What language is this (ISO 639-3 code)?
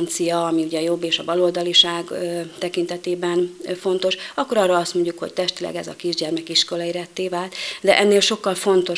hun